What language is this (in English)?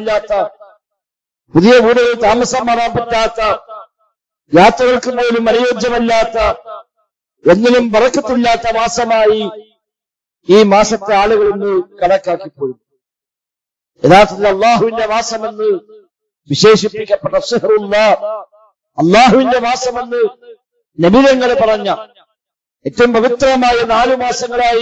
Malayalam